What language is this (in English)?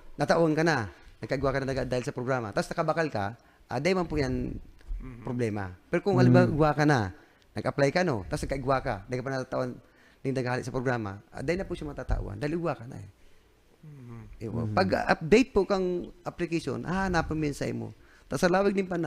Bikol